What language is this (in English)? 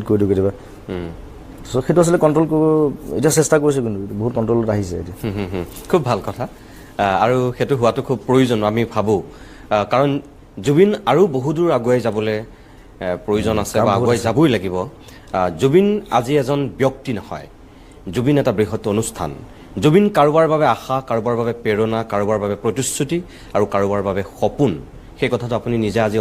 Assamese